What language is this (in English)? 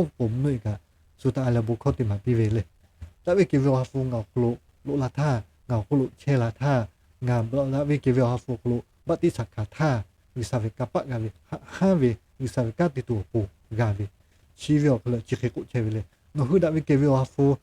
Lahu